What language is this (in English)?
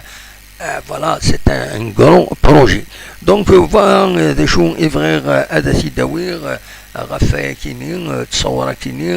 Kabyle